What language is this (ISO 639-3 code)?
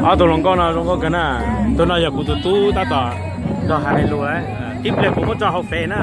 hmn